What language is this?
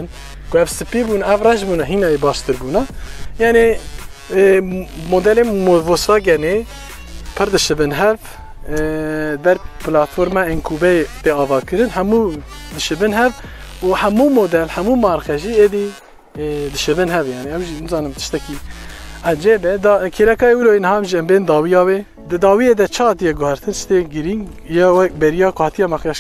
Kurdish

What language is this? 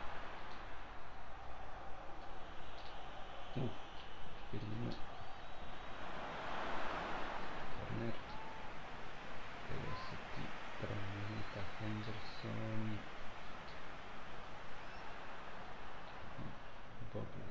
Croatian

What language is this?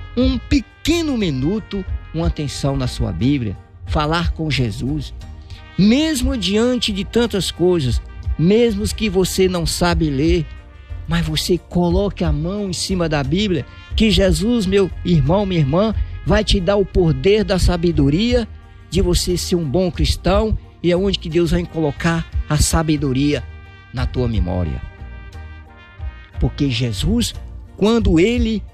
Portuguese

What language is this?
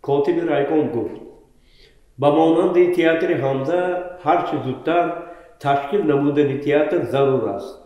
Tajik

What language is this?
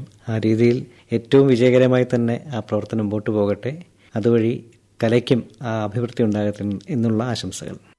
Malayalam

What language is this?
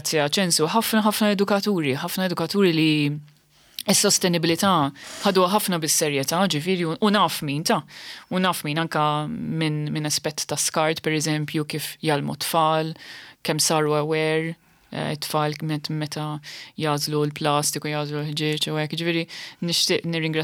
Maltese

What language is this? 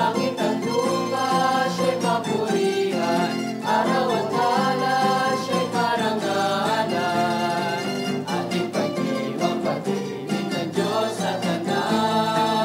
Bikol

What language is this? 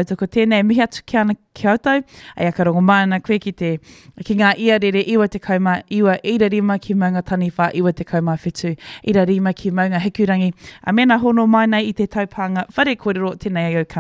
Māori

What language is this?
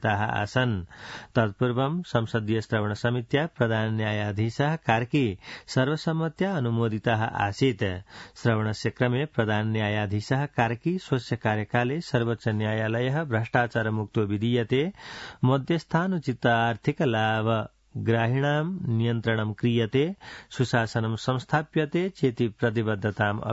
Sanskrit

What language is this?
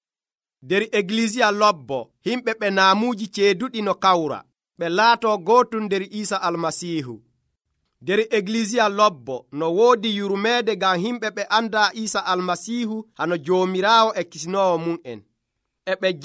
Nigerian Fulfulde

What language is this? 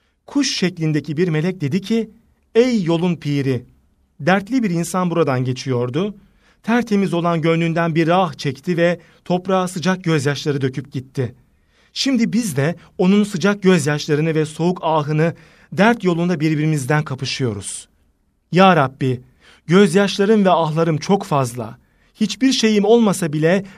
Turkish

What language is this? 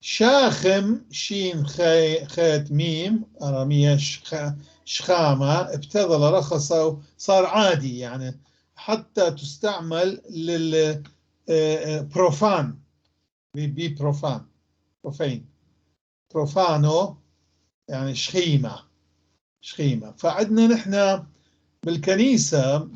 North Levantine Arabic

